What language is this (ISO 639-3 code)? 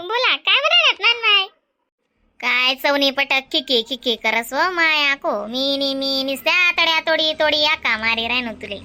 khn